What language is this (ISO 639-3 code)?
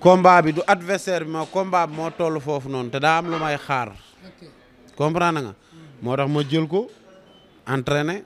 wol